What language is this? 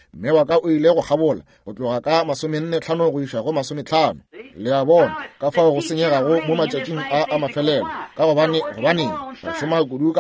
Northern Sotho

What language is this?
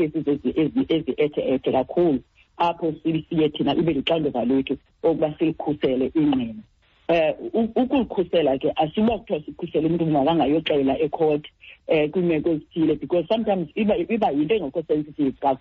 Xhosa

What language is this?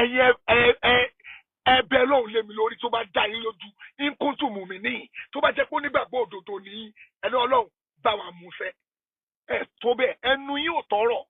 Yoruba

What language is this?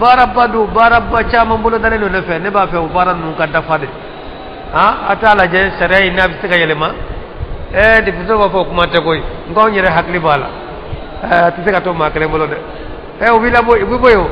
Bambara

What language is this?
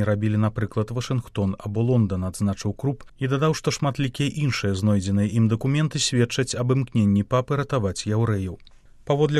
Belarusian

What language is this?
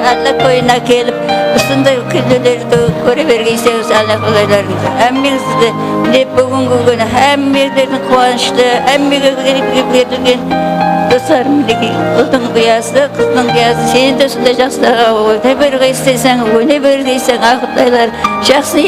Kara-Kalpak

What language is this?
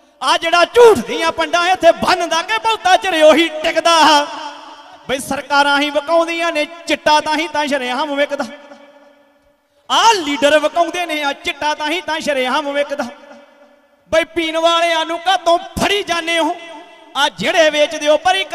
Punjabi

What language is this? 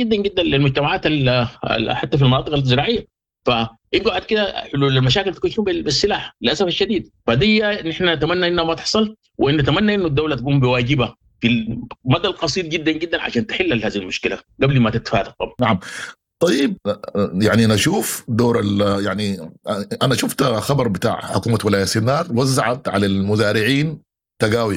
Sudanese Arabic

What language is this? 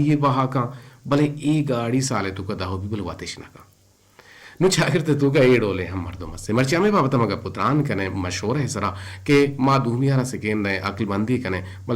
Eastern Balochi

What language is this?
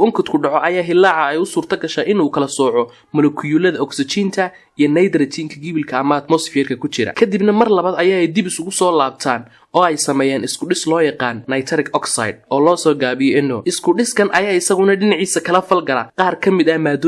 Somali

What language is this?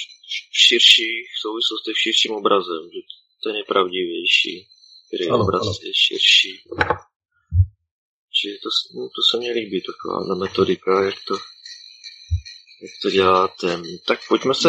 Czech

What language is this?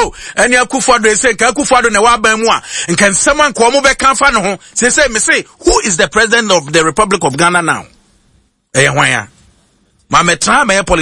Akan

